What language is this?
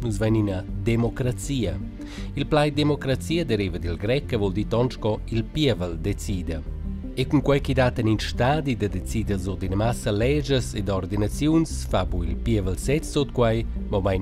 Romansh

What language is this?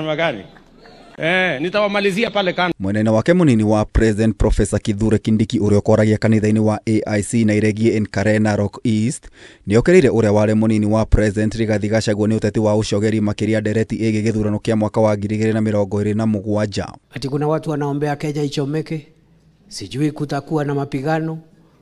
Kikuyu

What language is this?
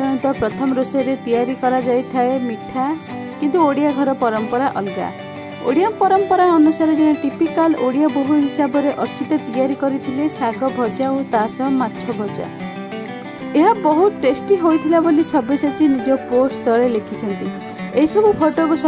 Odia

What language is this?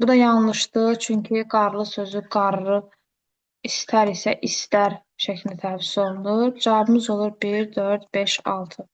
Azerbaijani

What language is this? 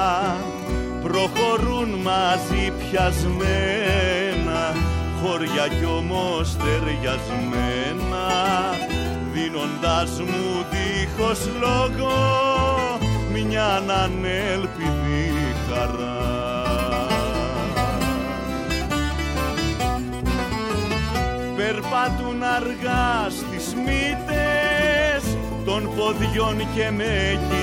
Greek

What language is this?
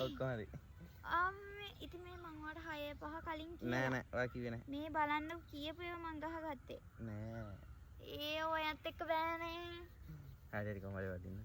Sinhala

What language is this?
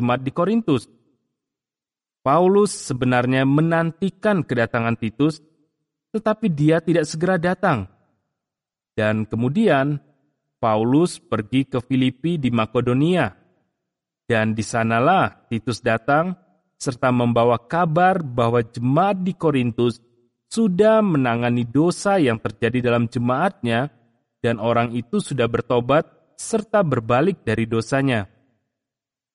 Indonesian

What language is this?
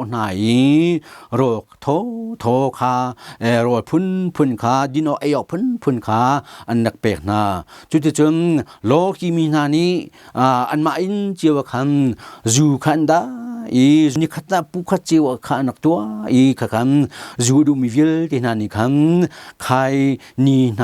Hakha Chin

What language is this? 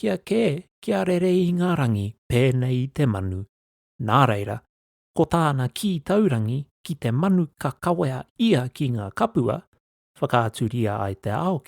Māori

